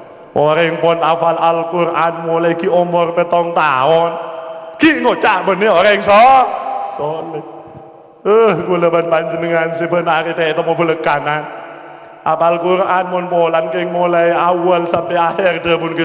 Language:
Madurese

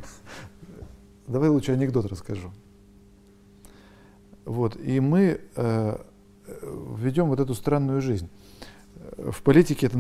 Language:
Russian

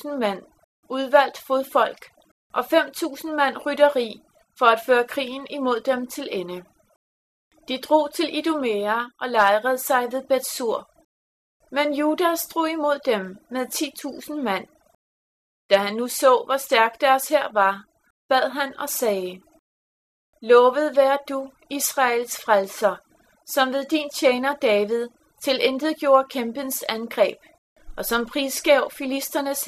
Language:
Danish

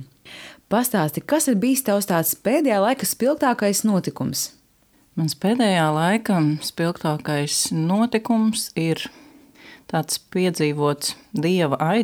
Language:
Latvian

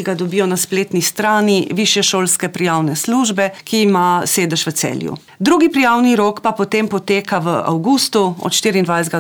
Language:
Slovenian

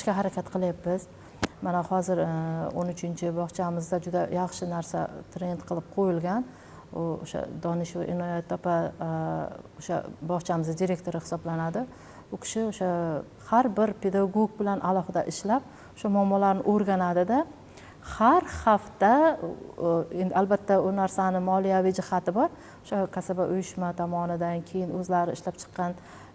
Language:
Uzbek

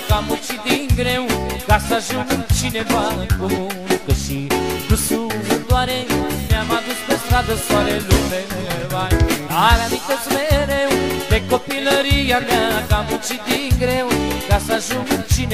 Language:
Romanian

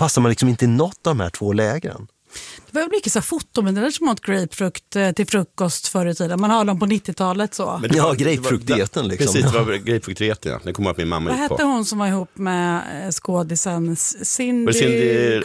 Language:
Swedish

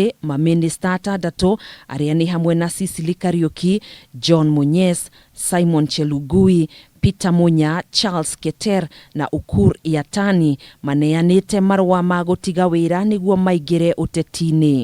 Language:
Kikuyu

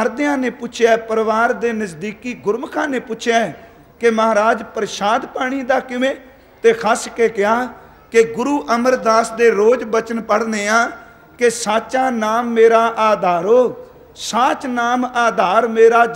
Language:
Punjabi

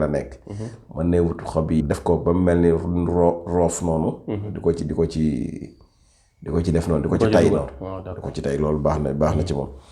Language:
Wolof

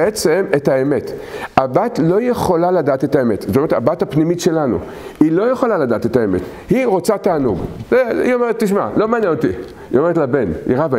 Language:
Hebrew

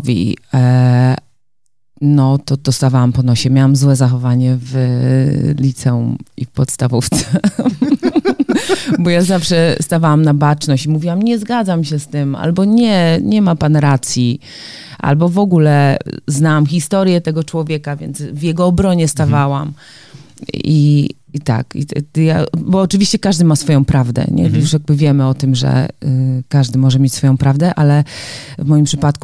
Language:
Polish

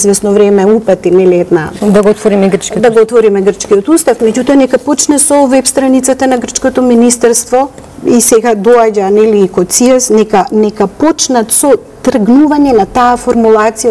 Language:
Macedonian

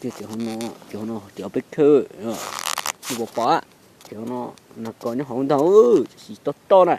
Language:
Hmong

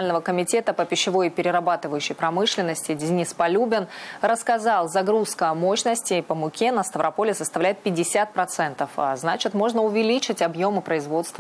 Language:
Russian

